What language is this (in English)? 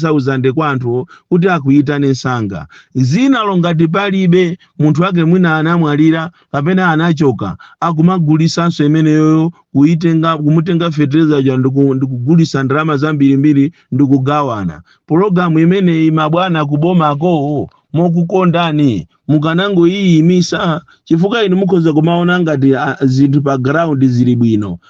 Nyanja